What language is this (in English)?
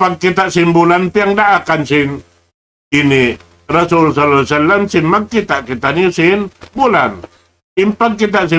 Tausug